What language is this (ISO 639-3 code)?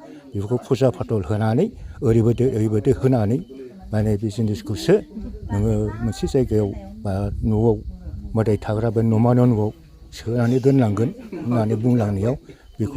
brx